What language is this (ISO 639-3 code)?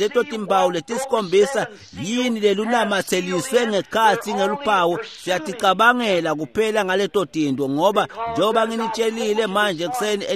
ssw